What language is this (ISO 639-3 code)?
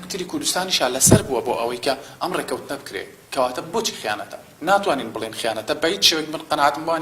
ckb